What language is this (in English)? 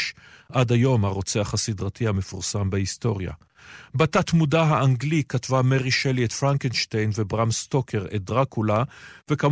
Hebrew